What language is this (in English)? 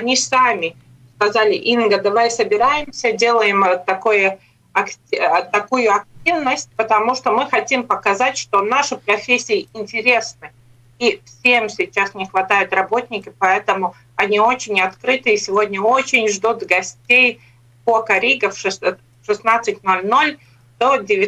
Russian